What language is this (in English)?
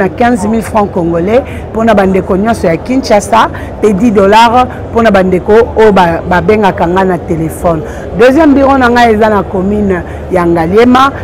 Lingala